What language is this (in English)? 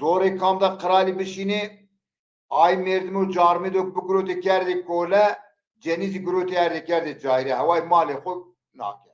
Zaza